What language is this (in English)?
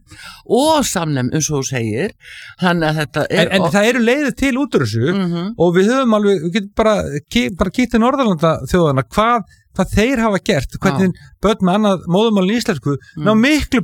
Icelandic